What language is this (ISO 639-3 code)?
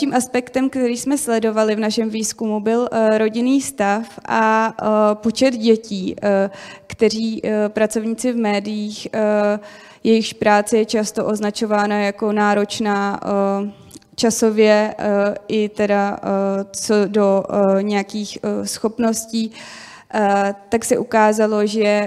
ces